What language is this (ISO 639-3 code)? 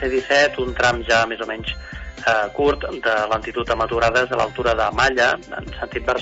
cat